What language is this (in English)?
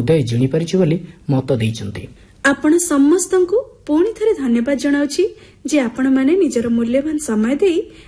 Odia